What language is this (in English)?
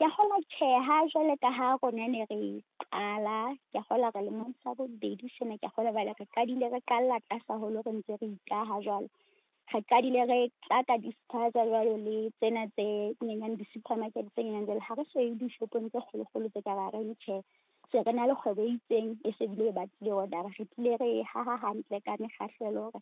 Southern Sotho